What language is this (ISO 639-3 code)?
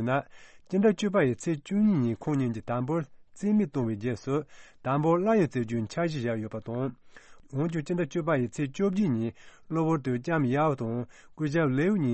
bod